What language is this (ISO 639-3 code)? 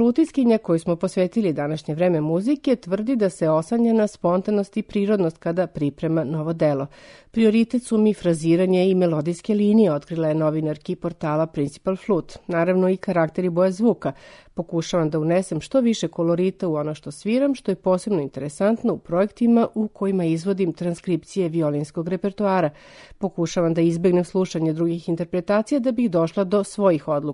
srp